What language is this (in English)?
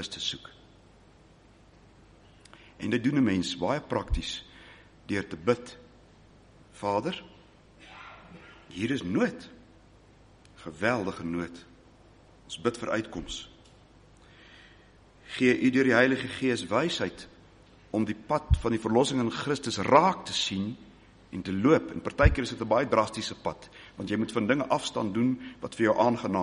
Afrikaans